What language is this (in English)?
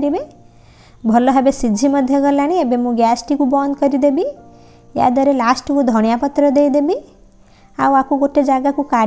Odia